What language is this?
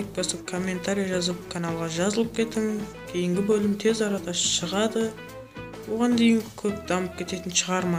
Kara-Kalpak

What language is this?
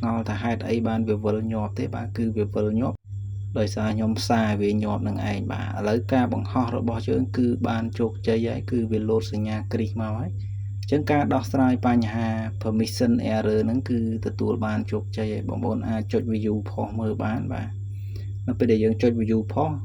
Khmer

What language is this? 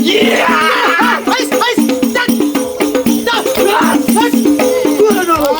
Betawi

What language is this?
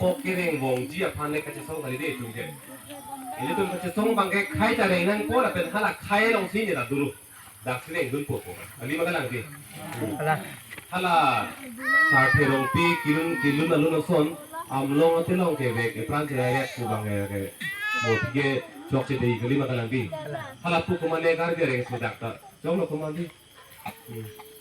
Karbi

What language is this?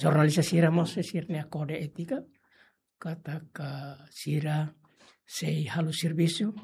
Tetum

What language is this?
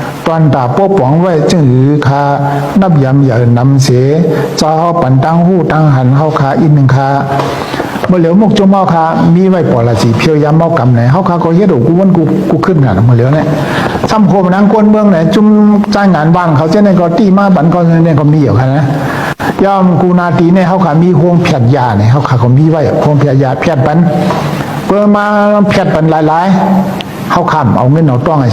Shan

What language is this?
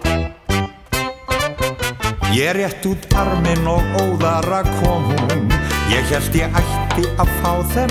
Icelandic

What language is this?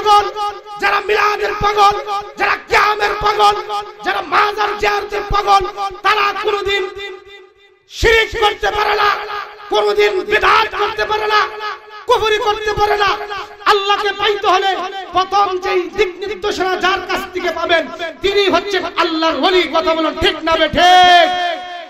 Bangla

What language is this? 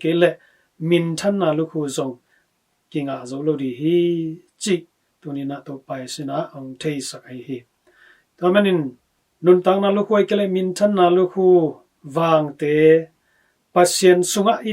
Tedim Chin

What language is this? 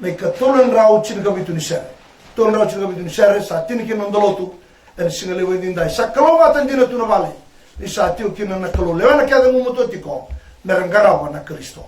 Fijian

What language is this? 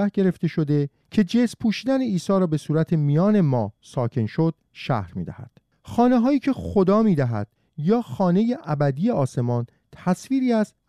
Persian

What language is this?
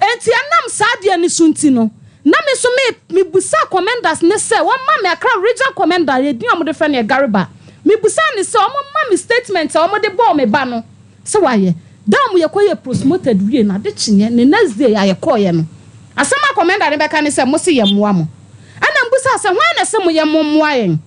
Akan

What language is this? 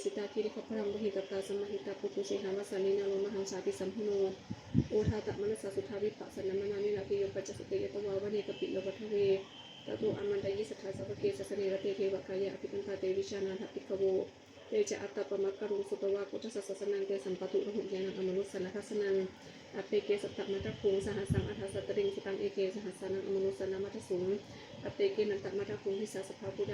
Pali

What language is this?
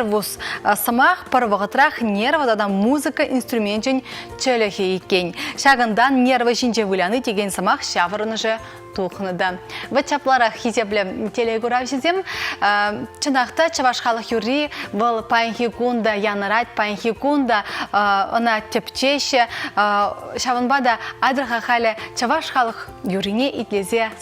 Chuvash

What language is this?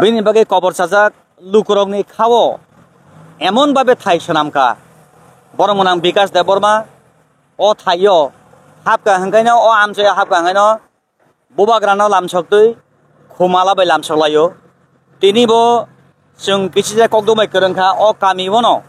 Kok Borok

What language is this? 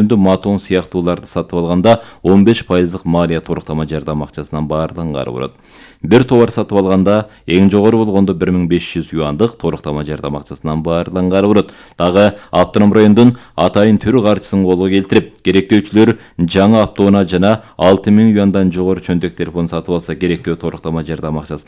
Kyrgyz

